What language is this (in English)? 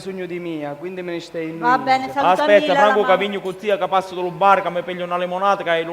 Sicilian